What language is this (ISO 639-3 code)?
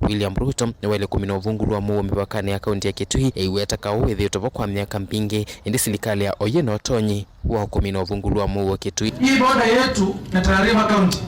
kam